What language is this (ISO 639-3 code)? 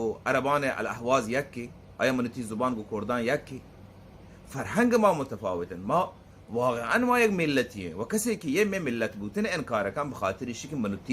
bal